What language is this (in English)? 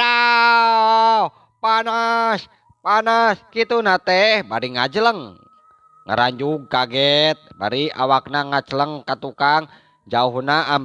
Sundanese